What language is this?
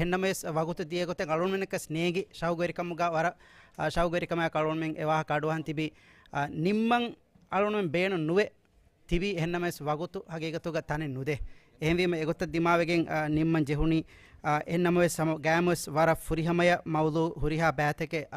Divehi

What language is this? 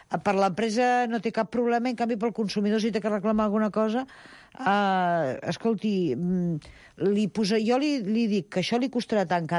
Catalan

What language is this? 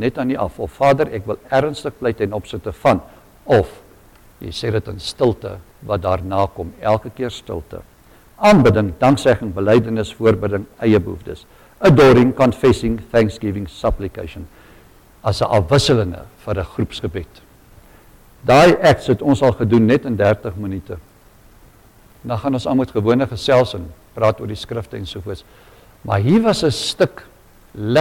Afrikaans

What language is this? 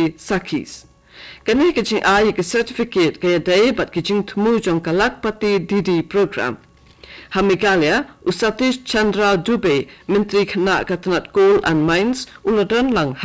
Khasi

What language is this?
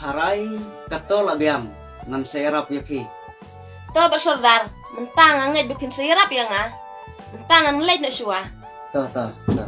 Khasi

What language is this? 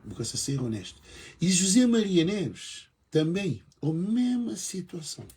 Kabuverdianu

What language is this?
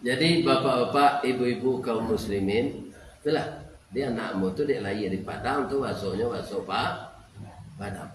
Minangkabau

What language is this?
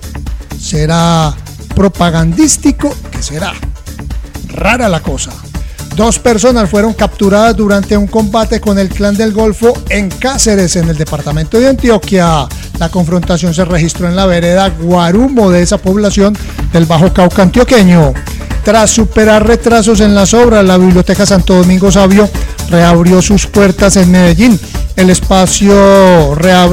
Spanish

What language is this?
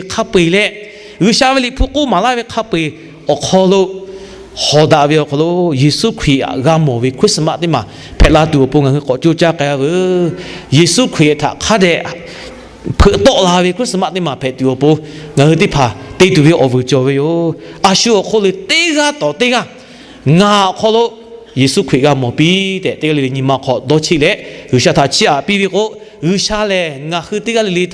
Lahu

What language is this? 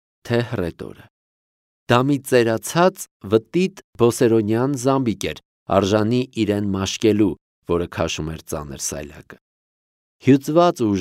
Armenian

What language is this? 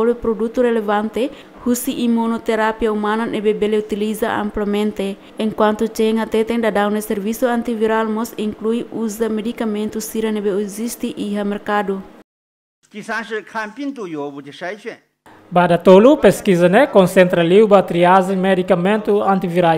Tetum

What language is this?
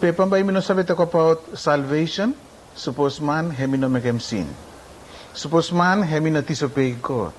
Bislama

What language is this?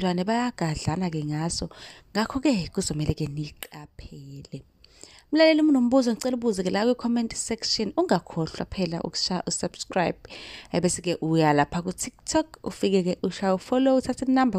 Zulu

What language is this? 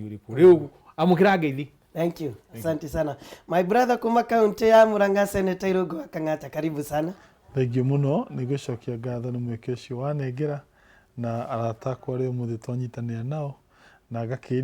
Kikuyu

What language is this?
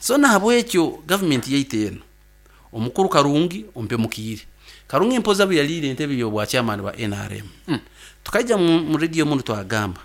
Nyoro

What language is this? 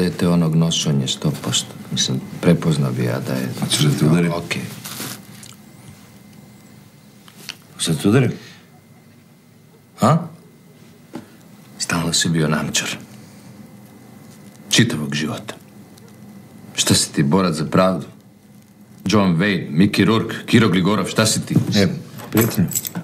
Serbian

